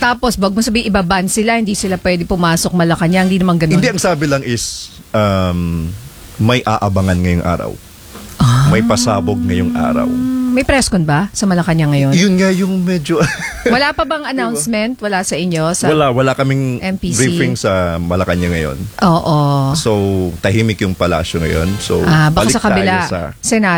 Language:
Filipino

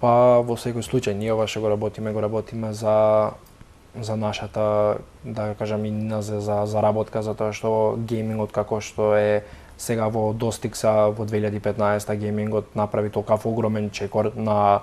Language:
Macedonian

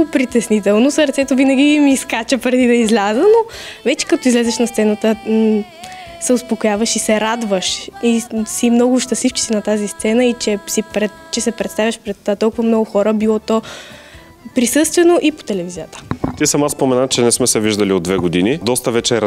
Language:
Bulgarian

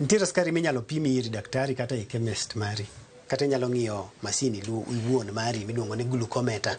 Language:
Luo (Kenya and Tanzania)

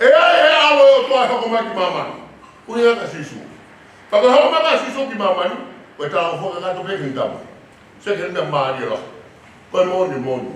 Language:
Tongan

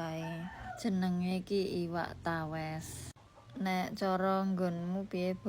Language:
Javanese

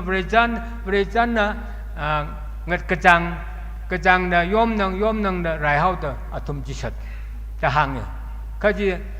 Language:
Tangkhul Naga (India)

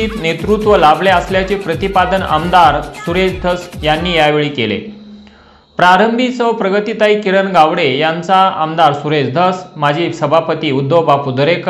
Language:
Marathi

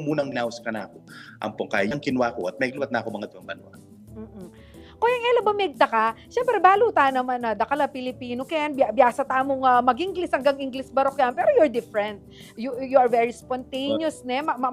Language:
Pampanga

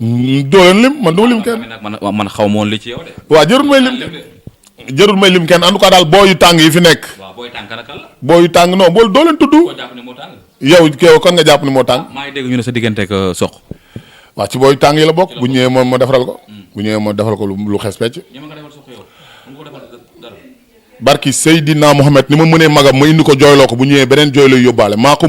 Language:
Wolof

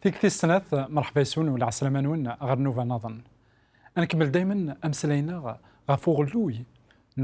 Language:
Kabyle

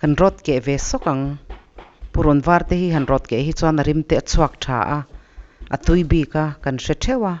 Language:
Mizo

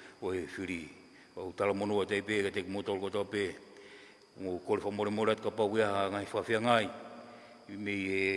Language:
Tongan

